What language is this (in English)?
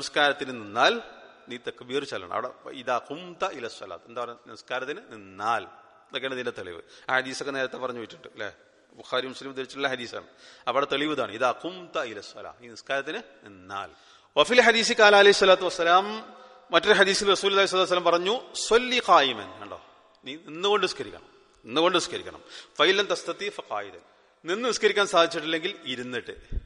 Malayalam